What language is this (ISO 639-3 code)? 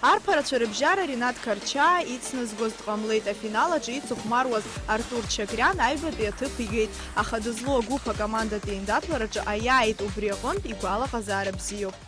abk